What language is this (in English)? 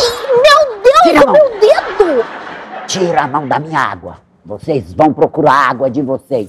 Portuguese